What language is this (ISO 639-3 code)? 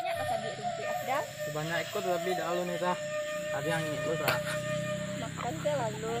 min